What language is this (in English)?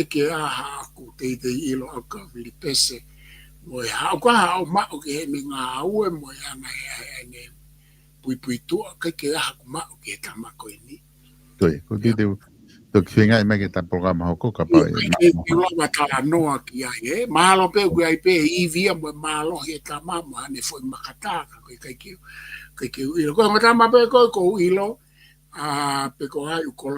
Tongan